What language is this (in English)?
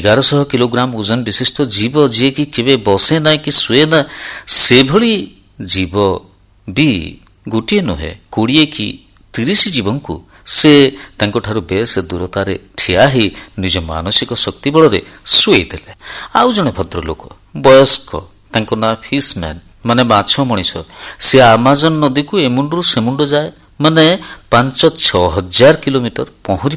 Odia